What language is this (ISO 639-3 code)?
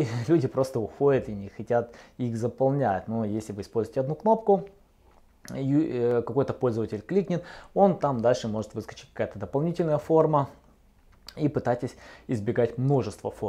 rus